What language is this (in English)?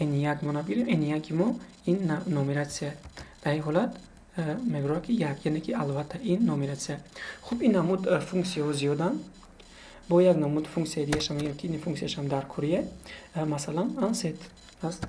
Tajik